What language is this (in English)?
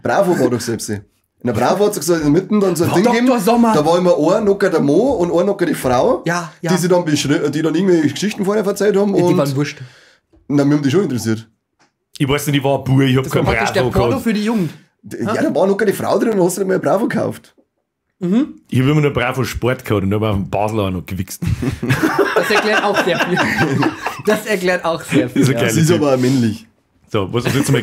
Bavarian